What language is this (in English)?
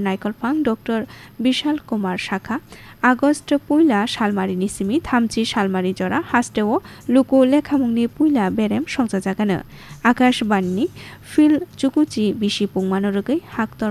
Kok Borok